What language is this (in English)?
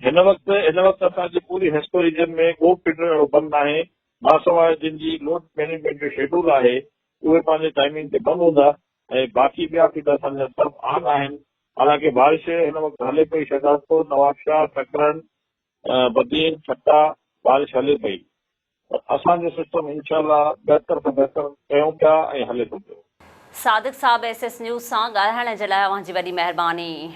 Sindhi